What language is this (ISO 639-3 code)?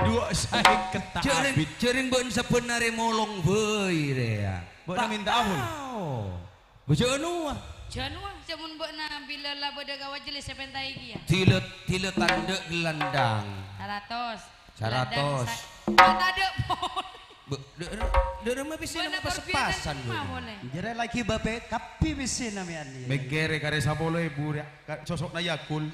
mad